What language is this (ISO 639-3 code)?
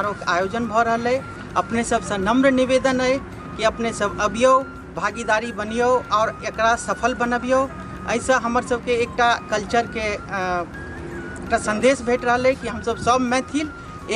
mai